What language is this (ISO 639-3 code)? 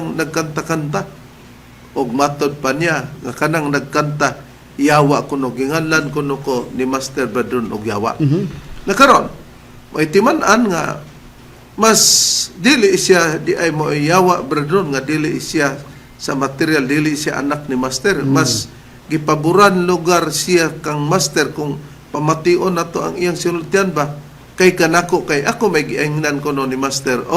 ceb